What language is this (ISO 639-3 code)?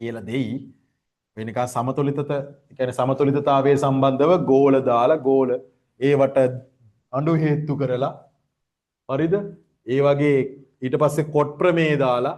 sin